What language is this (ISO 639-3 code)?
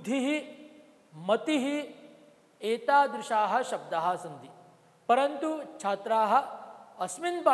san